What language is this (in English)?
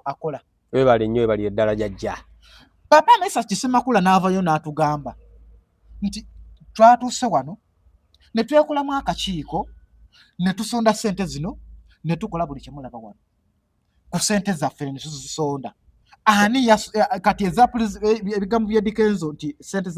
Ganda